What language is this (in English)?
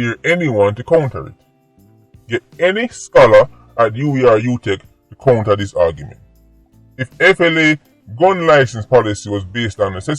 Jamaican Creole English